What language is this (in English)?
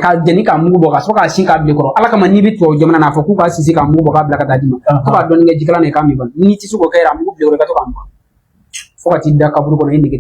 Bambara